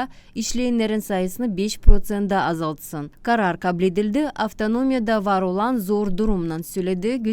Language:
Gagauz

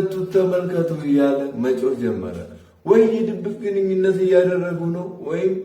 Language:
Amharic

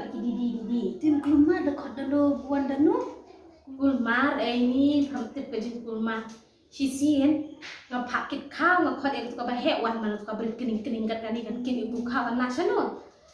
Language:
Khasi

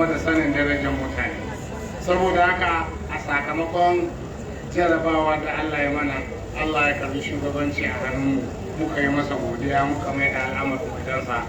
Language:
Hausa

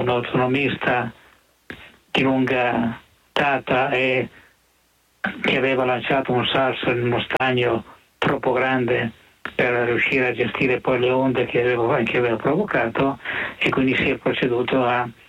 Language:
Italian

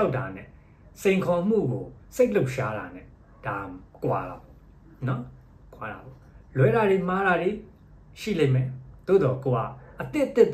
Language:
Burmese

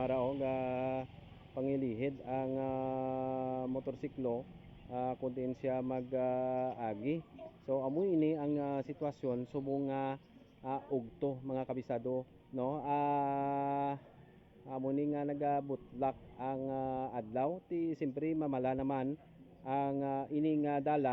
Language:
Hiligaynon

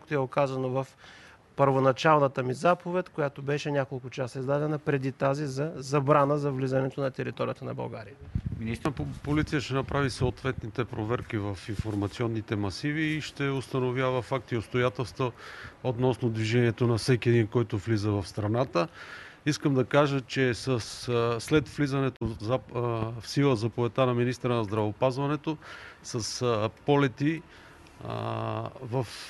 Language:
Bulgarian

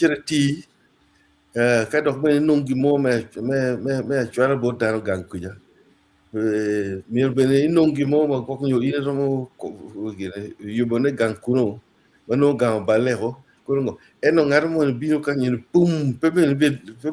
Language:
Acoli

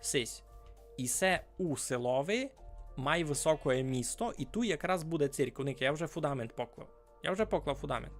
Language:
Rusyn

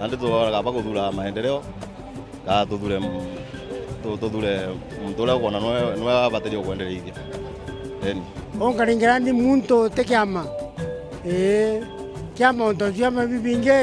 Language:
Meru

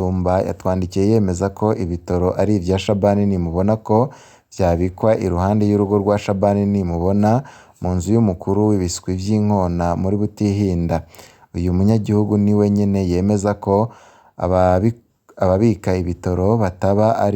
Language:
Rundi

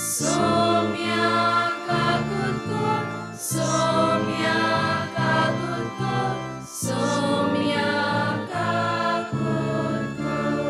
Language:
Konkani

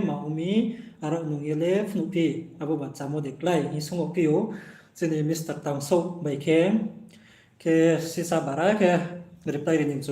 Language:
Riang (India)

